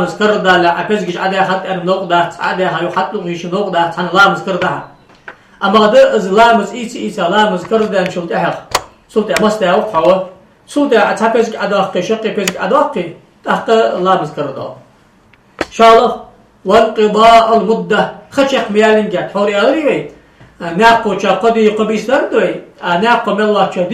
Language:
Ingush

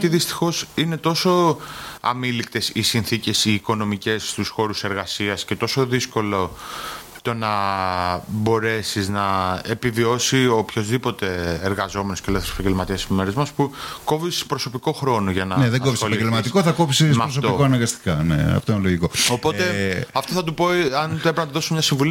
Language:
Greek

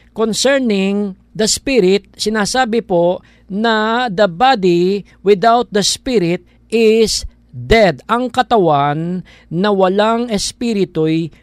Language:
Filipino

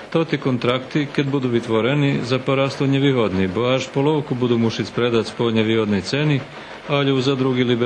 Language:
Rusyn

